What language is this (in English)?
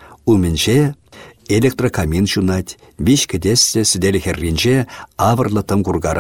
Chuvash